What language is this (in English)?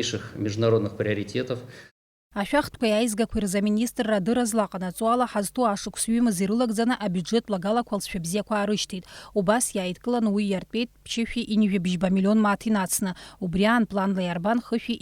Abkhazian